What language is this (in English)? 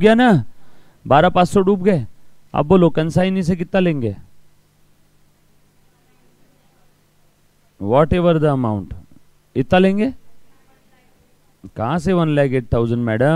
Hindi